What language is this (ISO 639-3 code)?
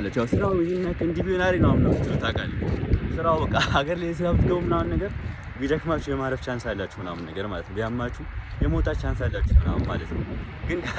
amh